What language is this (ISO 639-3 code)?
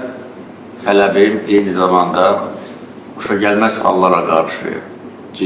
aze